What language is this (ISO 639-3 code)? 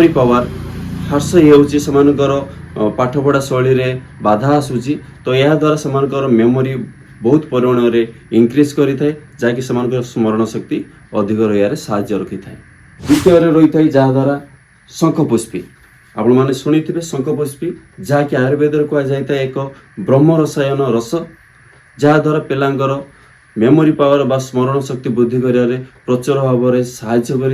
ori